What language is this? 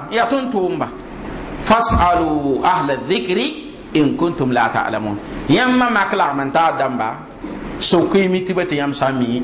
Mossi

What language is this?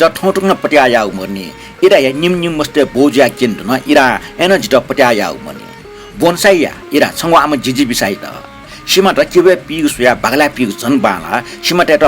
Newari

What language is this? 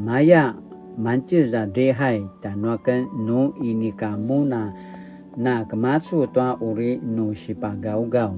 Paiwan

